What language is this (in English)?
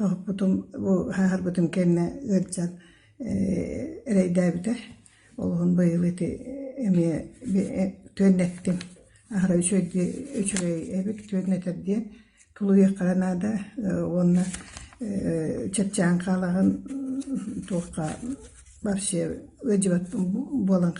Yakut